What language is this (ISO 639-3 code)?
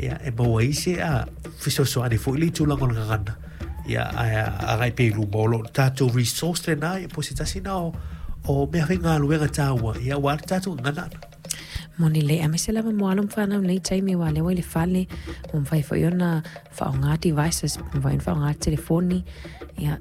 smo